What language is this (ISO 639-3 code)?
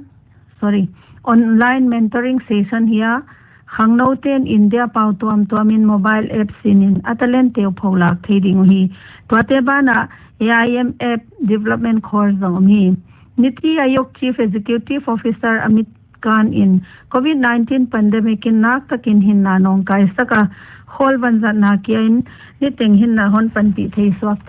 pck